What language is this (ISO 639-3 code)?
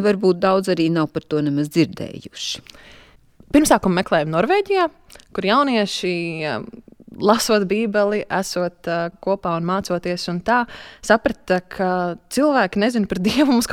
lav